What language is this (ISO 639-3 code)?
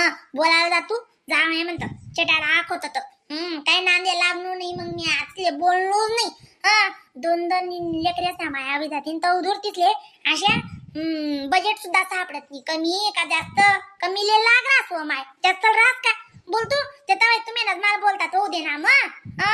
khn